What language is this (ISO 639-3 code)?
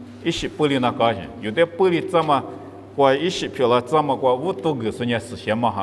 lis